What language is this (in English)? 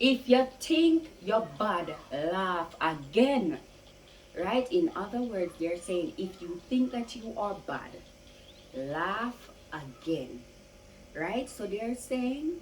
Jamaican Creole English